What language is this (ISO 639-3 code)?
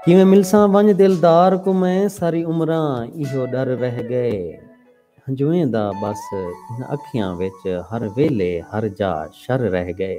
skr